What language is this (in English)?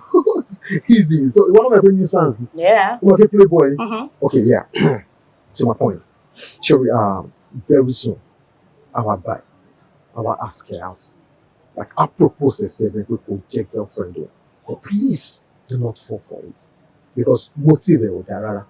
Yoruba